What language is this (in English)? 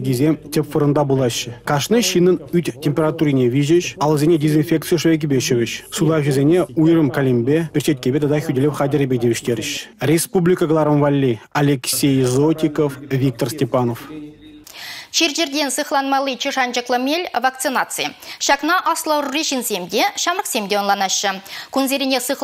Chuvash